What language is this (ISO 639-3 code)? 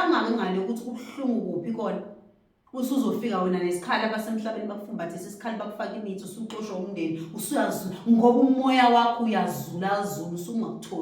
zul